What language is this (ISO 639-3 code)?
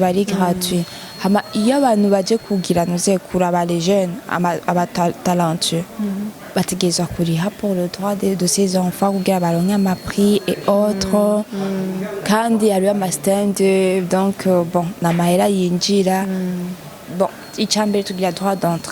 run